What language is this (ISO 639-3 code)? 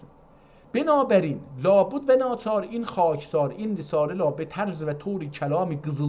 azb